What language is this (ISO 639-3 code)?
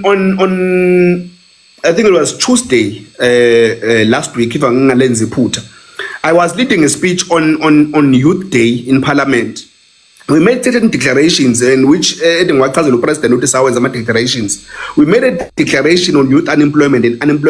zul